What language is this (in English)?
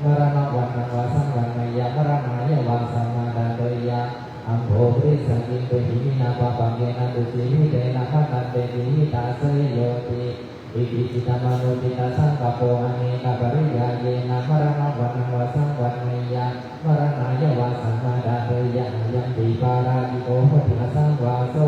Pali